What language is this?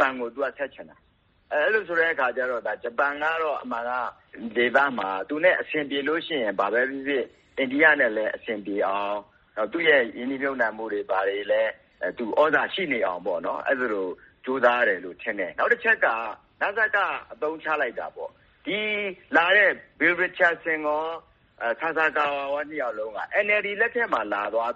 Burmese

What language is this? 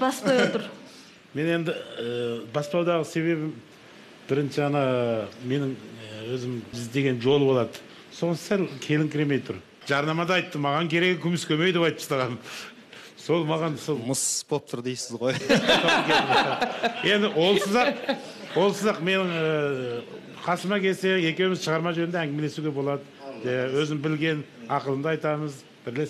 Kazakh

